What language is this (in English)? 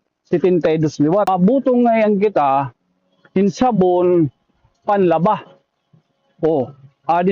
Waray